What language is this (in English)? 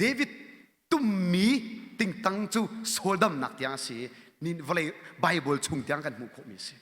Hakha Chin